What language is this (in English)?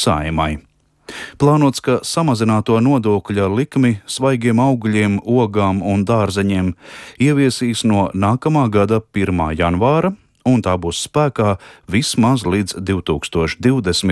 Latvian